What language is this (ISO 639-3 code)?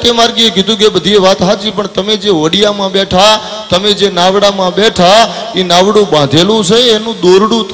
guj